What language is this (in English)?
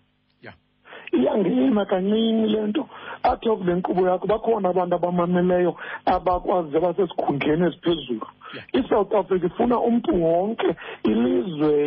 Xhosa